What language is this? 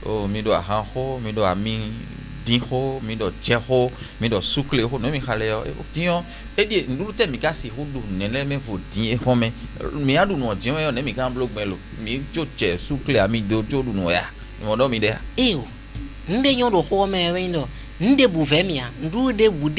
Fon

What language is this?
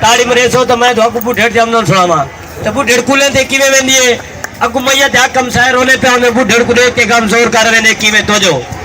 Saraiki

